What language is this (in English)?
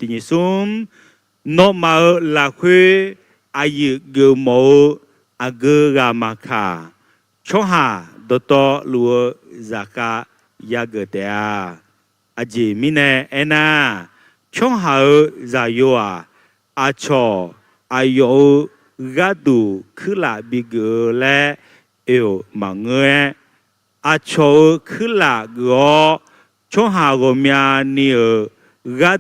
Akha